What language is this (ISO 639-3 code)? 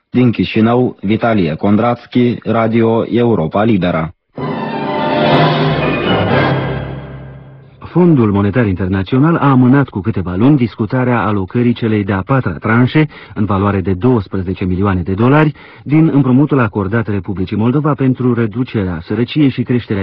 ron